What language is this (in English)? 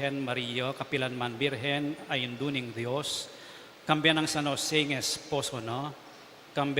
Pampanga